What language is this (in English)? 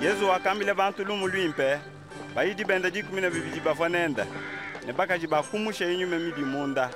Luba-Lulua